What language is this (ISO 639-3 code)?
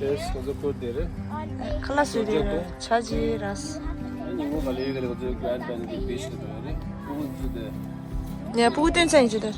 bod